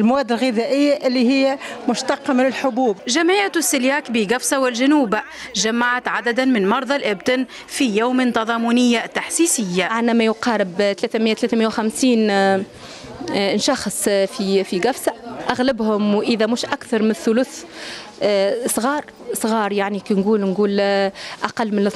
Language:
Tunisian Arabic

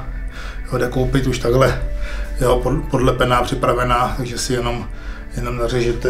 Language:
Czech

